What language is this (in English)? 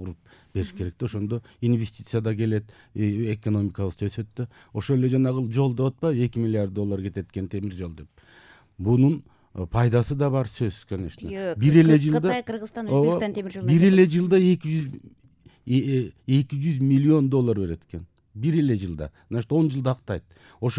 Kyrgyz